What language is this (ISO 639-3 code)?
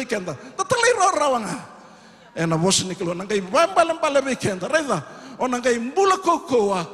fij